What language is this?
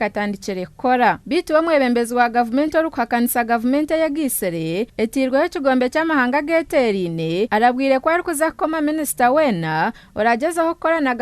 Nyankole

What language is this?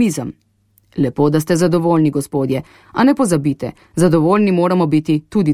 Slovenian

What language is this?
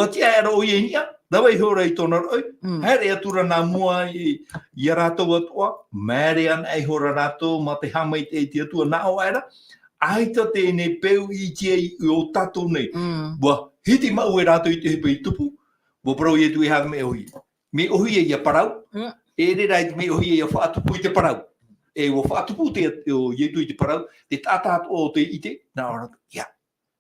Tahitian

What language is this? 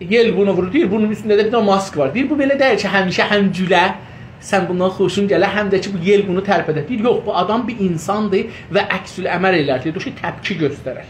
South Azerbaijani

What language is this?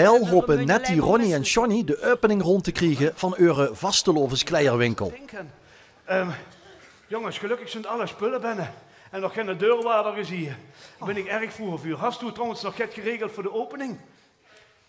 Limburgish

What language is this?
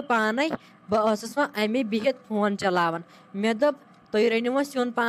Kashmiri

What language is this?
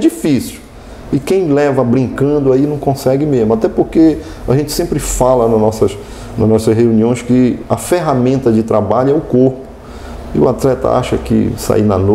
Portuguese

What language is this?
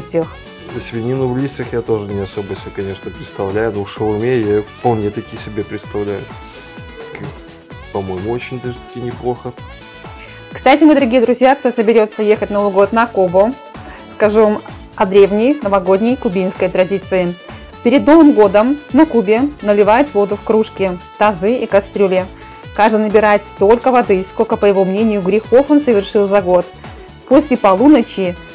Russian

